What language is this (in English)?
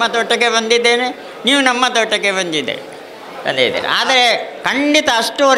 Kannada